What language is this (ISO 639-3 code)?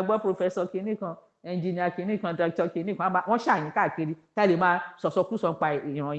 yor